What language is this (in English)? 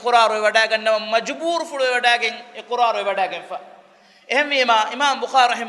Divehi